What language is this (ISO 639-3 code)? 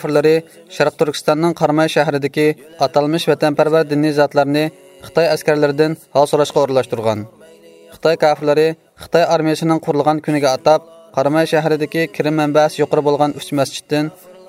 uig